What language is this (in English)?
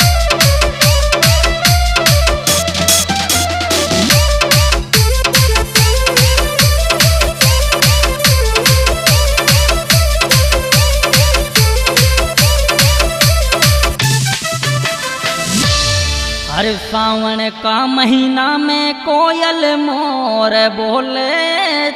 Bhojpuri